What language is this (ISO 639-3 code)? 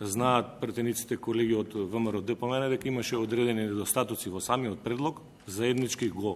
mkd